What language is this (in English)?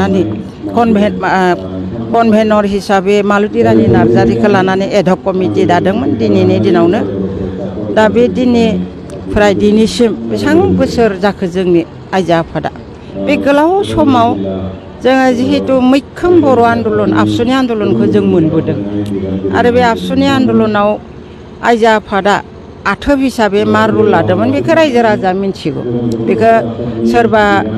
Bodo